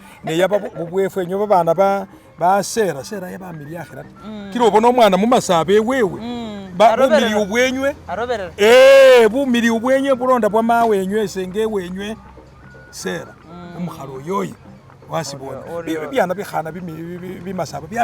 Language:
Masaaba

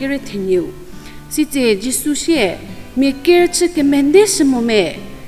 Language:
Angami Naga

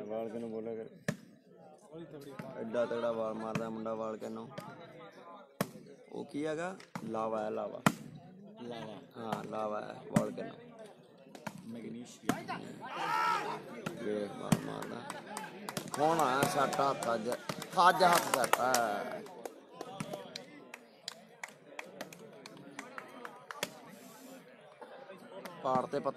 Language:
Punjabi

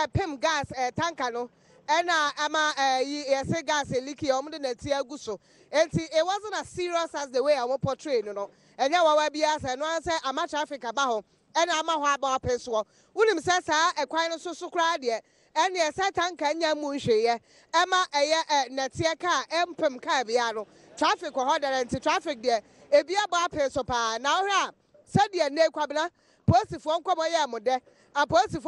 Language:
Akan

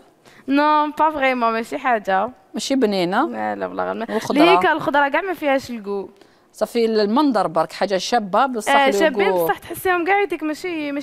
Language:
Algerian Arabic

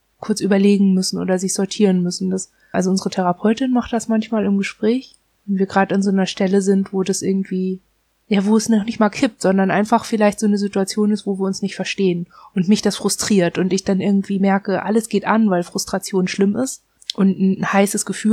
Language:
German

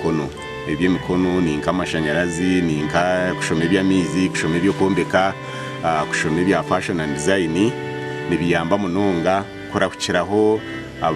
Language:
Nyankole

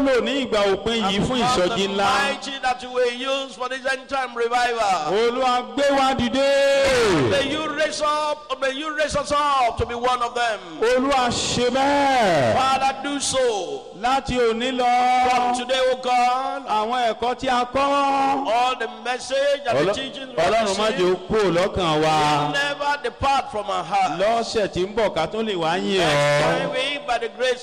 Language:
Yoruba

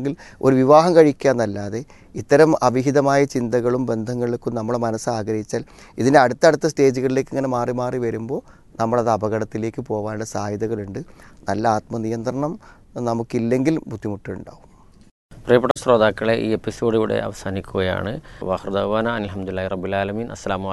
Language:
Malayalam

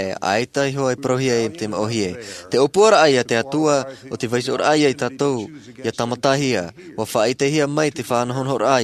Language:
Tahitian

